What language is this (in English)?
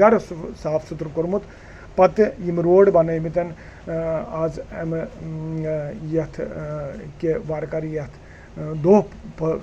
Kashmiri